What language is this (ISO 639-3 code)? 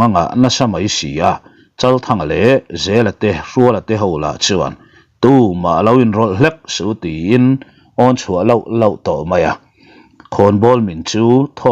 lus